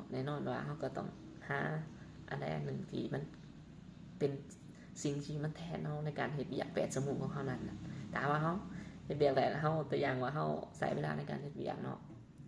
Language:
Lao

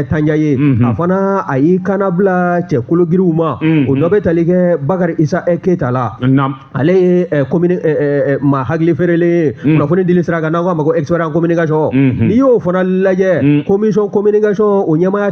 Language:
Bambara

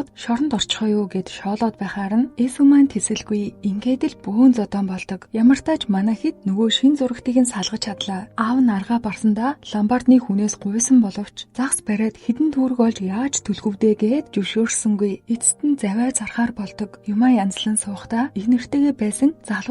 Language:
Mongolian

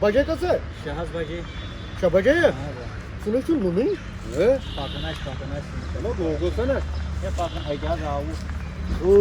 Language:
Kashmiri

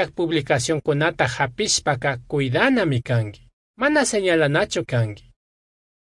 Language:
Chimborazo Highland Quichua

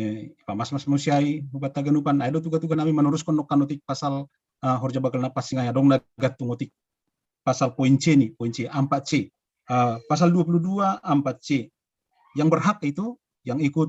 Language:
Batak Simalungun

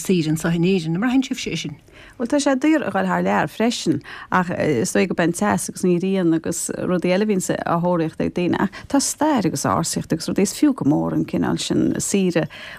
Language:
Irish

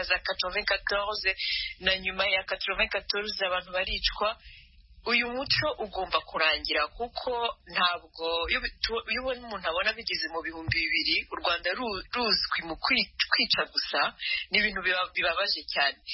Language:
Kinyarwanda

